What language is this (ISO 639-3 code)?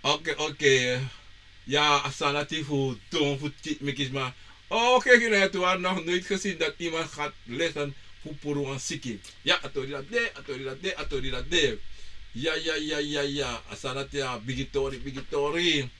srn